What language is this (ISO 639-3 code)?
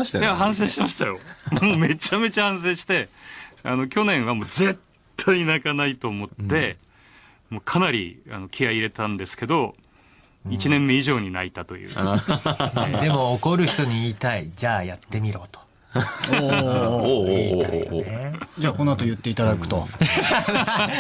jpn